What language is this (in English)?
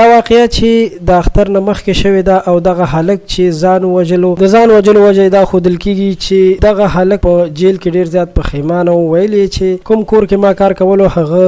Pashto